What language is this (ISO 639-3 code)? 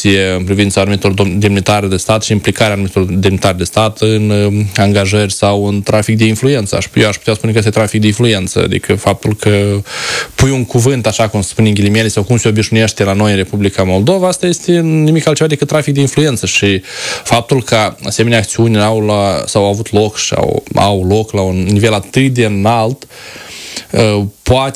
ron